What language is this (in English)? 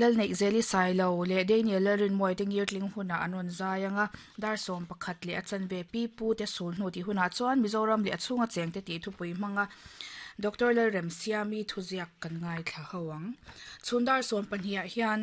Mizo